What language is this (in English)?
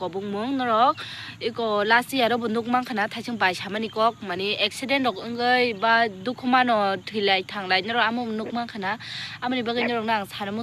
Kok Borok